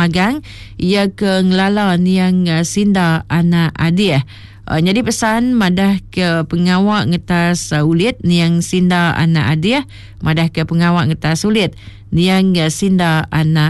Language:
Iban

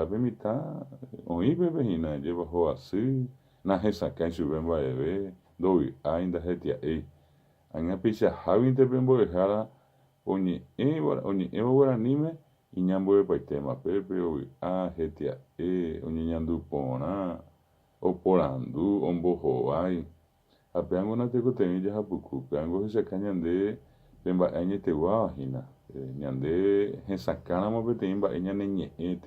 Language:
Guarani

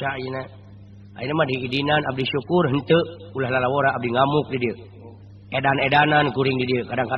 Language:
Sundanese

